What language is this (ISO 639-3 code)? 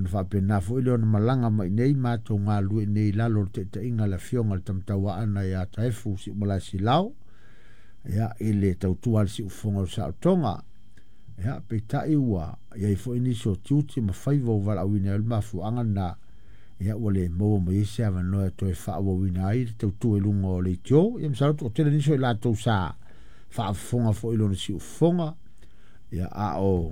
smo